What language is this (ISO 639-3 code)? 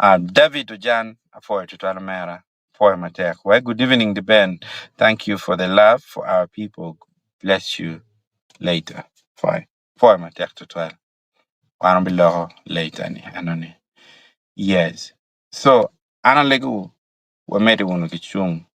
ach